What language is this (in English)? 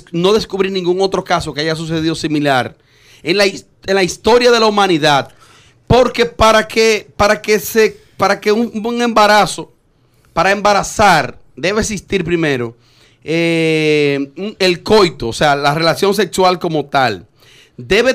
Spanish